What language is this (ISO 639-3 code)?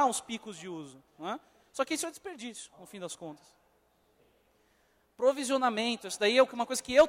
por